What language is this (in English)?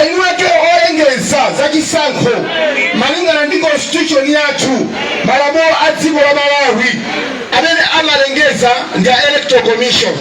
Nyanja